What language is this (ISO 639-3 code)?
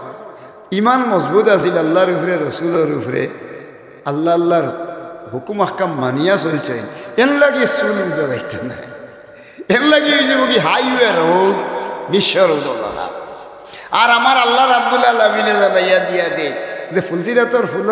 syl